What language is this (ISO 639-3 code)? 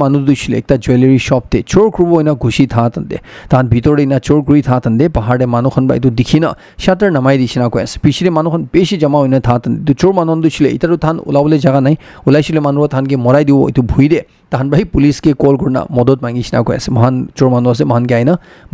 nag